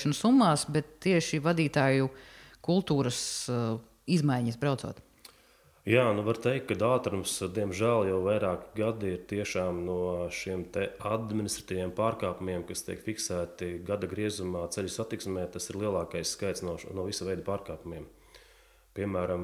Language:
Latvian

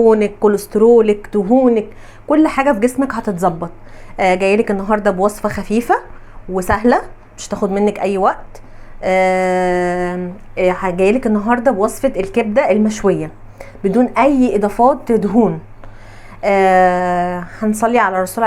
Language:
Egyptian Arabic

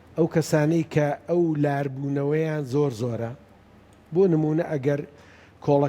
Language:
Central Kurdish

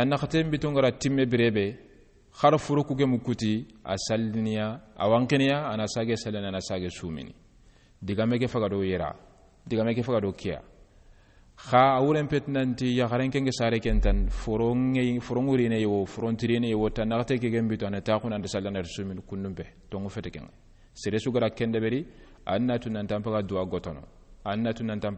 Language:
Soninke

